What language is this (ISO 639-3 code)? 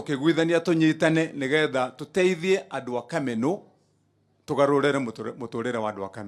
kik